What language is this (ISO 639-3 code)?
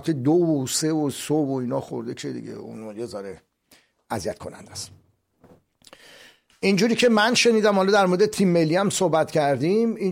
fas